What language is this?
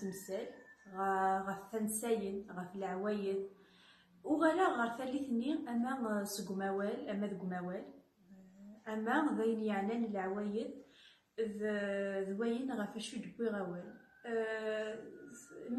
Kabyle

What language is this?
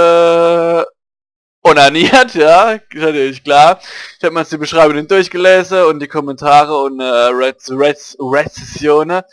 Palatine German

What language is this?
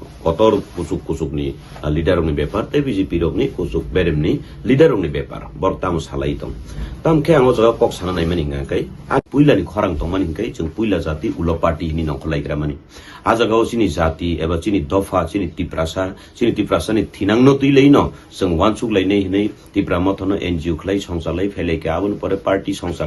Kok Borok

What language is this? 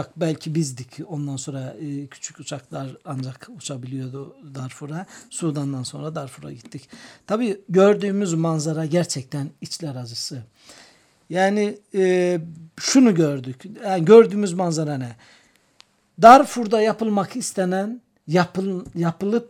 Turkish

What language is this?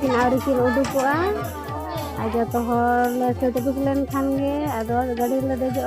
Santali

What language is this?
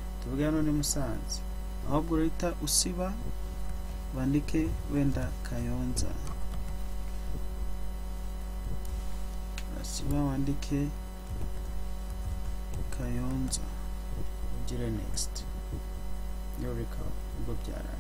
Kinyarwanda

